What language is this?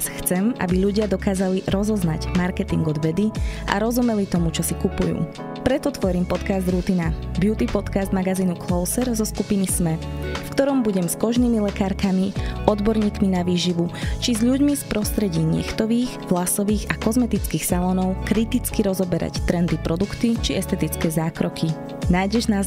Slovak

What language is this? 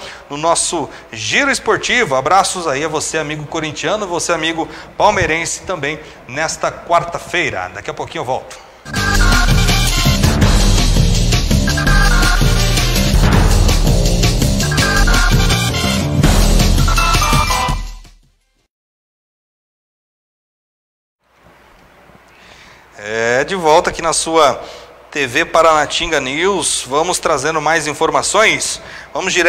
Portuguese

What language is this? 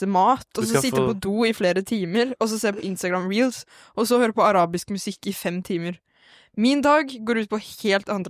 Norwegian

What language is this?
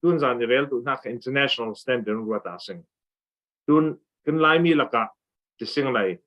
Falam Chin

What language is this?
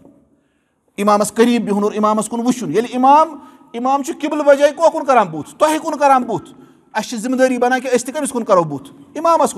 Kashmiri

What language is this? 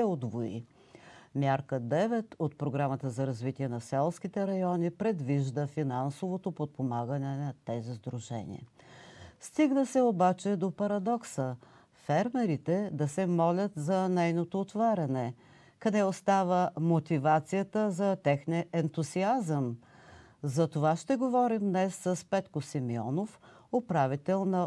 Bulgarian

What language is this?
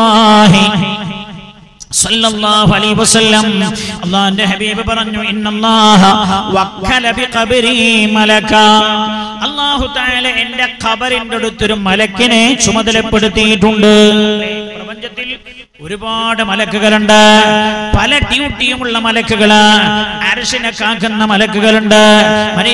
Malayalam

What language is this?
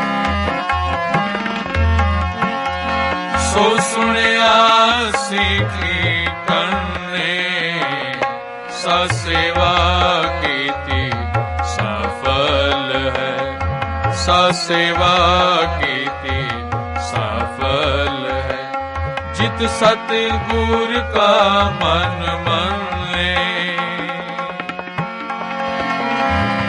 Punjabi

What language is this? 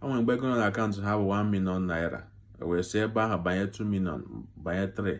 Igbo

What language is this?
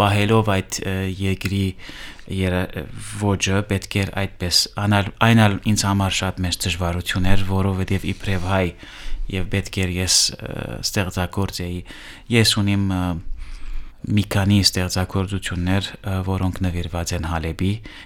Armenian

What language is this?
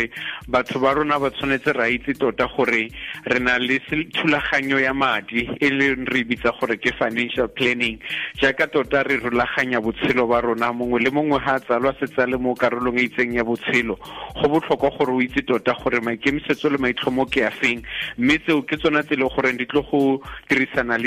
Tswana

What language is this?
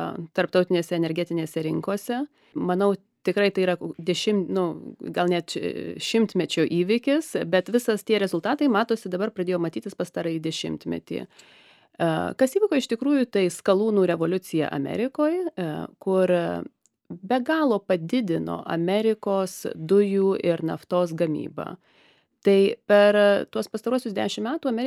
Lithuanian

